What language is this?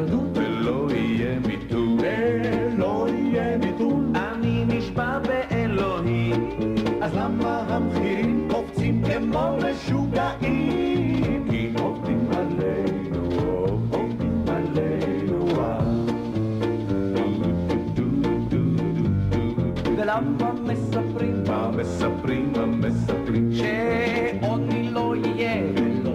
Hebrew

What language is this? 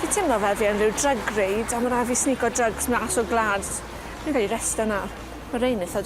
Welsh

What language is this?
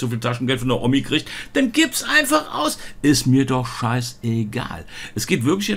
German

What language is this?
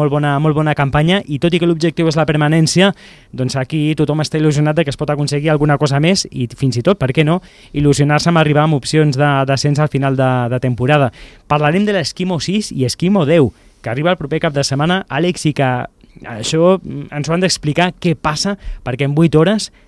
Catalan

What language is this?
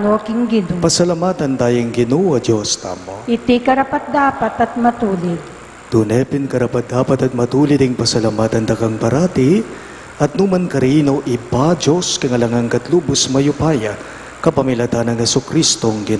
Pampanga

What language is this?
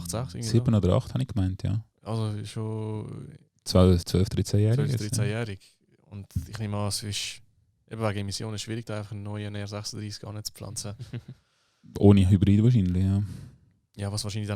Swiss German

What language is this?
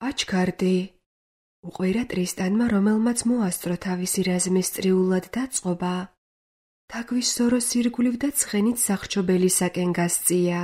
Georgian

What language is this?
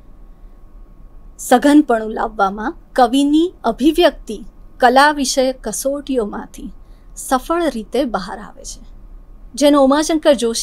Gujarati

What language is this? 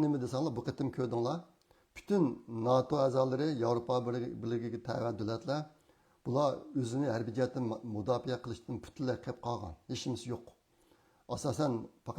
Uyghur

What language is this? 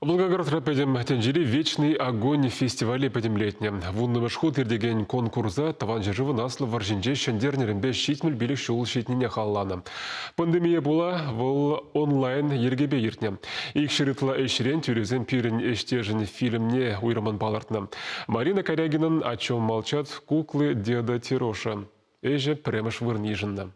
Chuvash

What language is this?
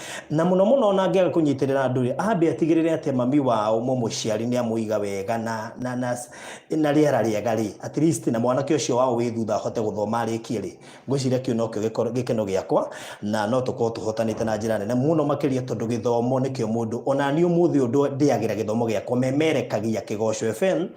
Kikuyu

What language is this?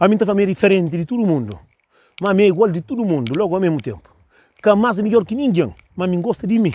Kabuverdianu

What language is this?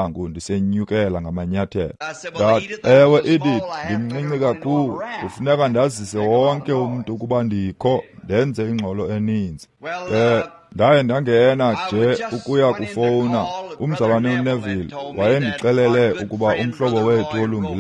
Xhosa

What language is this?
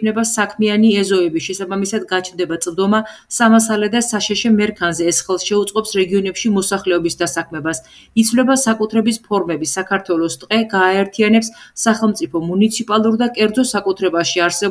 Georgian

